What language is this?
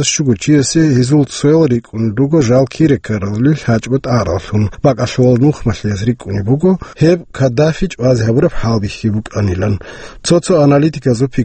Avaric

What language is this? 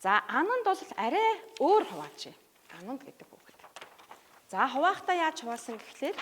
Mongolian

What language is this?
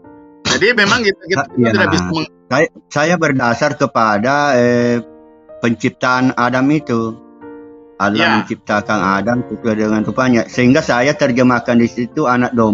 Indonesian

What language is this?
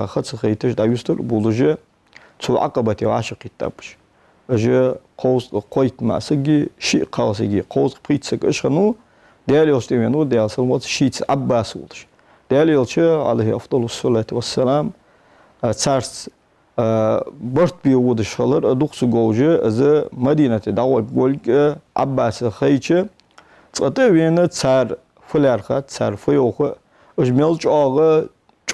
Ingush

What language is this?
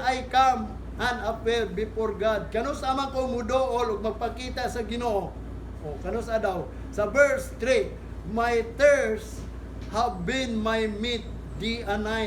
Cebuano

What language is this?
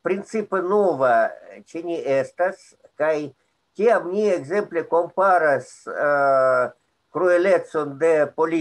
Esperanto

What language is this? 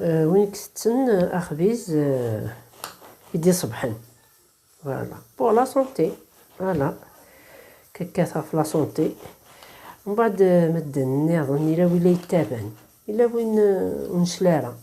Kabyle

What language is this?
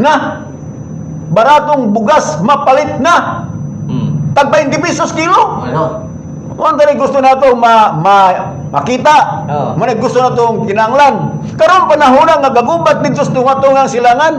Cebuano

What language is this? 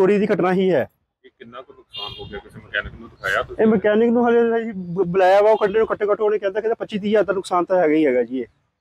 Punjabi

